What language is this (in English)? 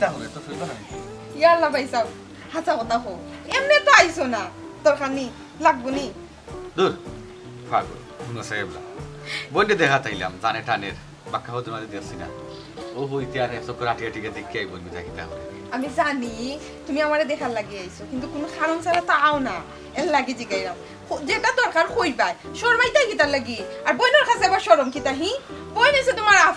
Sylheti